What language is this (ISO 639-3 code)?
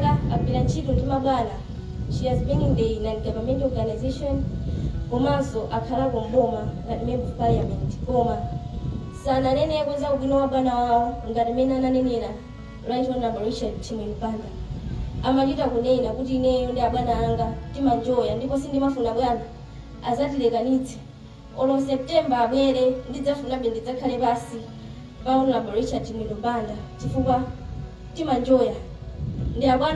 nya